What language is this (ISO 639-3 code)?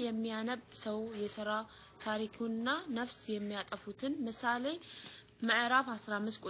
amh